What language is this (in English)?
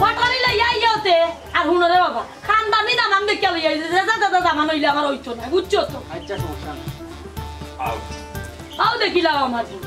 Sylheti